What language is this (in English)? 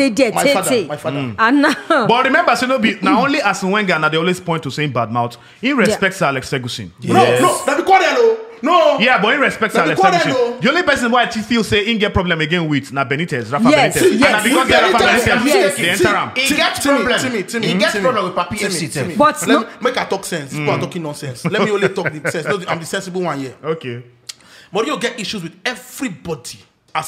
Nigerian Pidgin